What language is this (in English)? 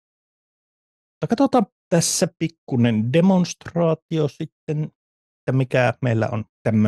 Finnish